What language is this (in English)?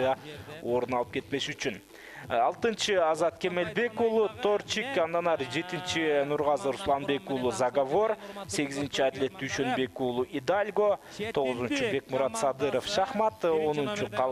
Kyrgyz